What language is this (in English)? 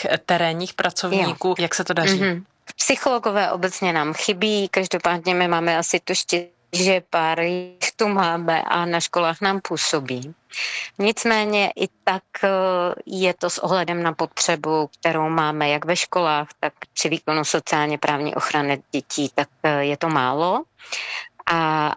Czech